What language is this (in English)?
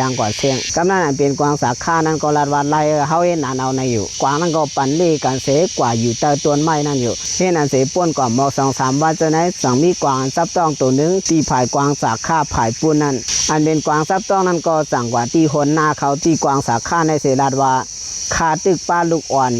Shan